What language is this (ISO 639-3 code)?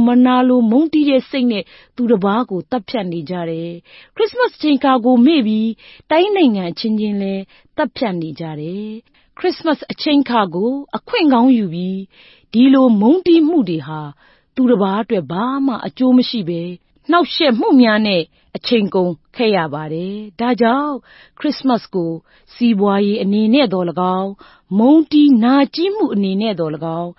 mya